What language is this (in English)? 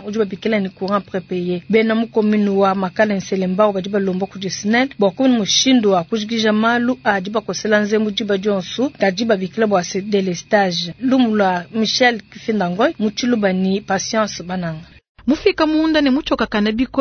Luba-Lulua